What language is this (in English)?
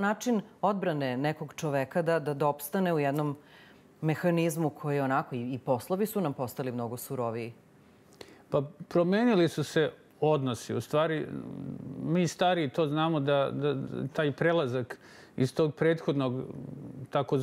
Serbian